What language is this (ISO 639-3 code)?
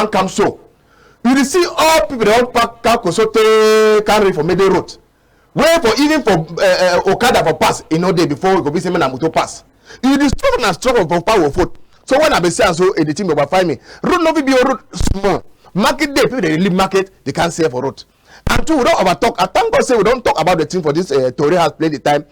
wes